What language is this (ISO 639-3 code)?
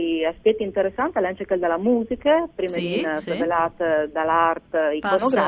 fur